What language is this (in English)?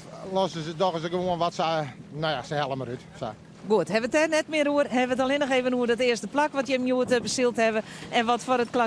Western Frisian